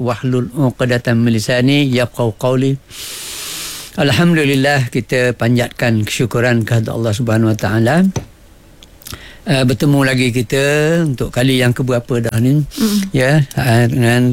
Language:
Malay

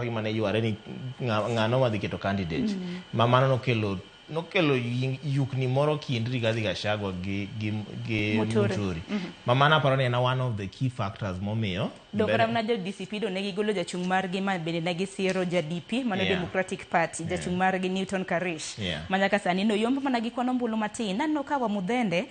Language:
Luo (Kenya and Tanzania)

